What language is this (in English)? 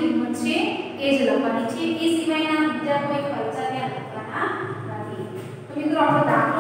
Gujarati